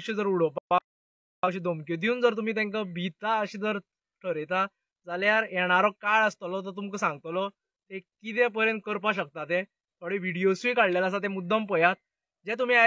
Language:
Konkani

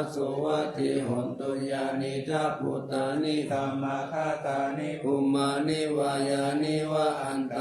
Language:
Pali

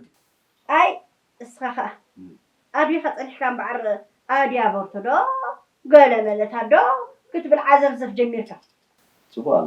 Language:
Tigrinya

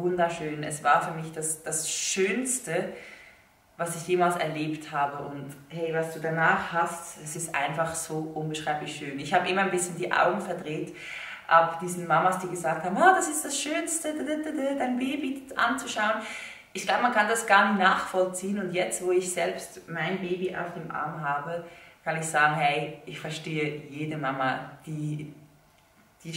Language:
German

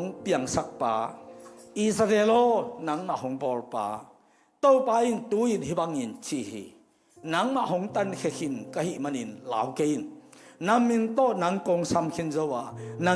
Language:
Tedim Chin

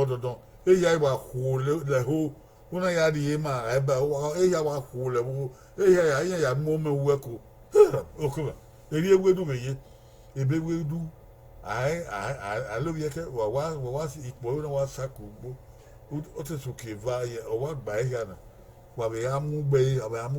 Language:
Bini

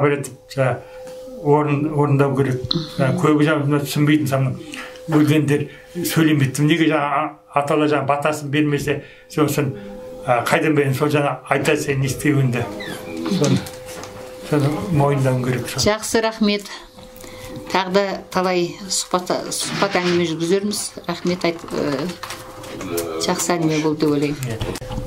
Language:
Kazakh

